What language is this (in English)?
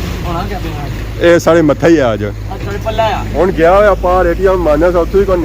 Pahari-Potwari